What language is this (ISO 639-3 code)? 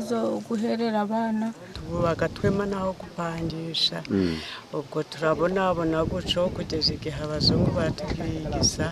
lug